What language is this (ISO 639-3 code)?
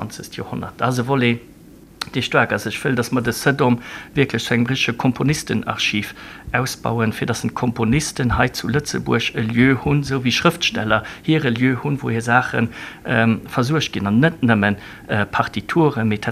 ltz